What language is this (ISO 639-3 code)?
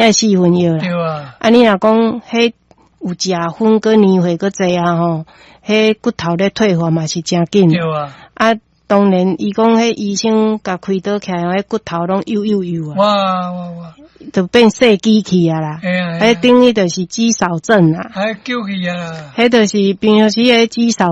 nan